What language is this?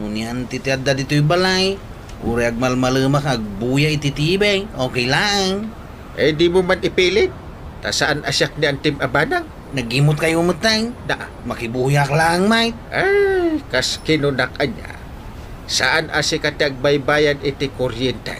Iloko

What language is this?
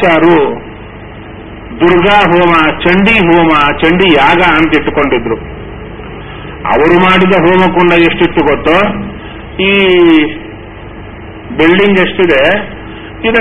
Kannada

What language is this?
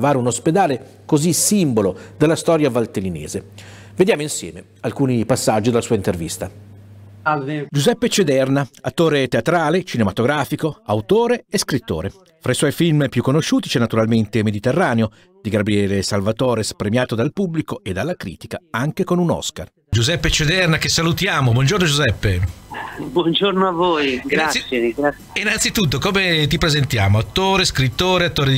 Italian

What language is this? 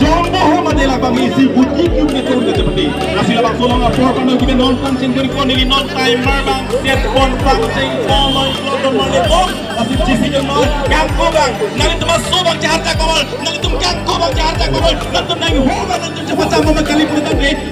Karbi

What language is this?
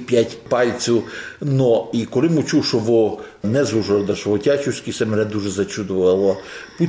Ukrainian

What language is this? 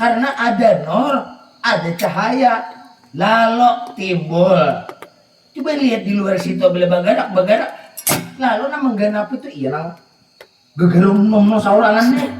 Banjar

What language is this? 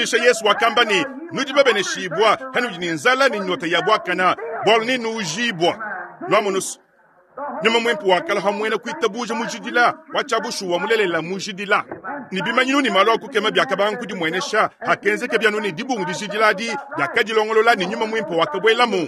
Luba-Lulua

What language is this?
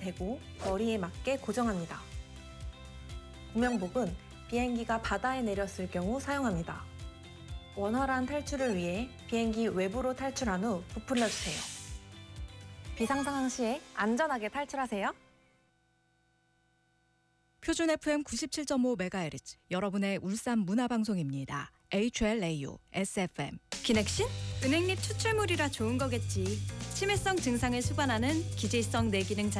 Korean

